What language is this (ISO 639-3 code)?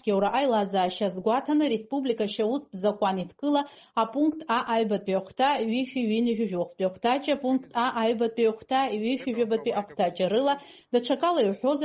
abk